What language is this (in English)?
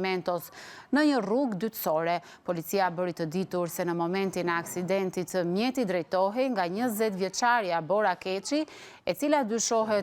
Albanian